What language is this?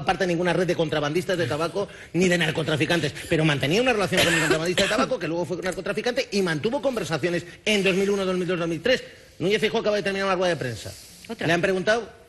Spanish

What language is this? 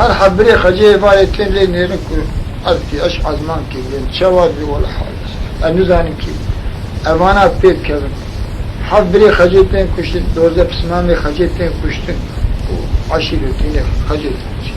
Kurdish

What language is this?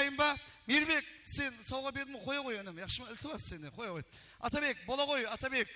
Kara-Kalpak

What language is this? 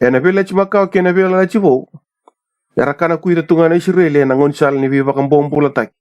Fijian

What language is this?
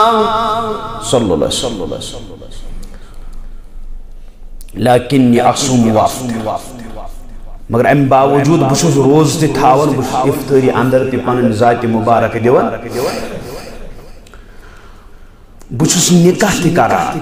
Kashmiri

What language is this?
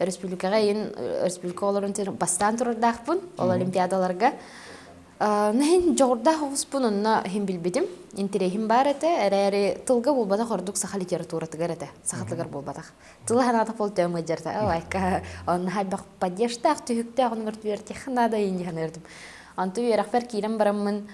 Yakut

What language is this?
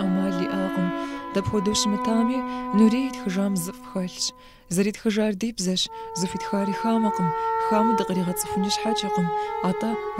Kabardian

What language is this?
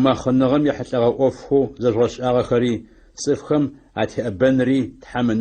Adyghe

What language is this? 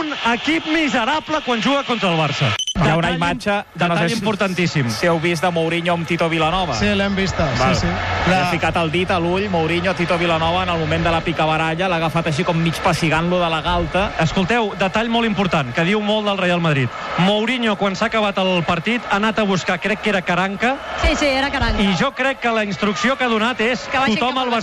Catalan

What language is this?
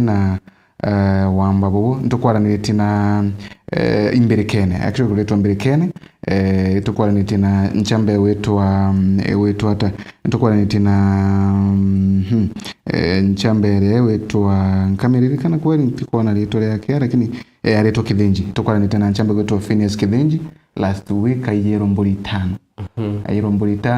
Meru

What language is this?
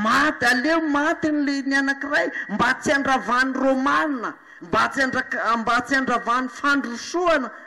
Malagasy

